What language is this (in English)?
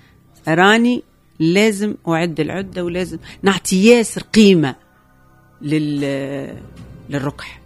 Tunisian Arabic